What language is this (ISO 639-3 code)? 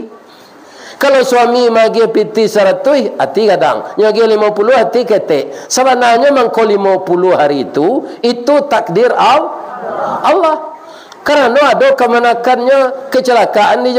min